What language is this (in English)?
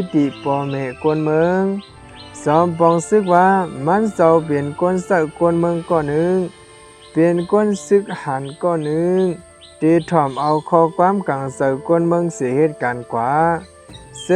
Shan